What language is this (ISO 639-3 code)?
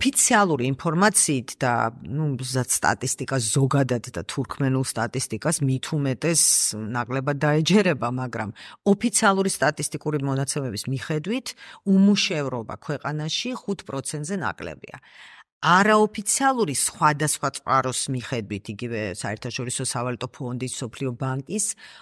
kat